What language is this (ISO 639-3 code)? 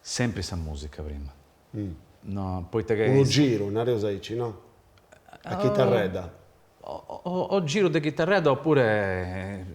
srd